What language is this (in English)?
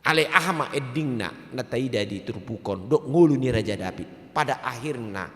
Batak Toba